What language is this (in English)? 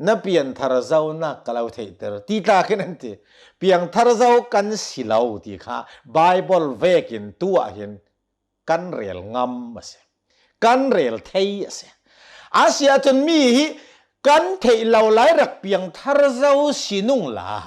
Hakha Chin